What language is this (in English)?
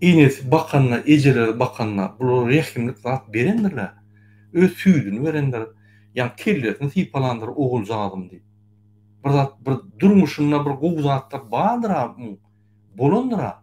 Turkmen